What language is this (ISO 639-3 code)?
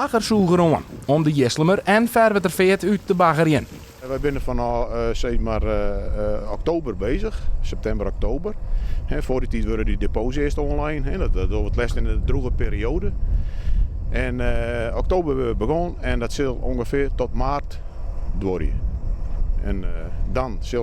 fry